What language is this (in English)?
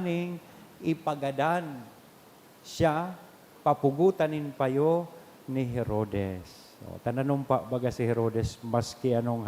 Bikol